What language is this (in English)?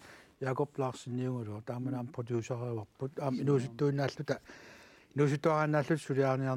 Kalaallisut